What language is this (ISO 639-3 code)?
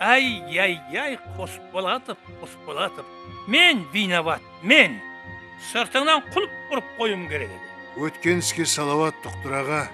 kaa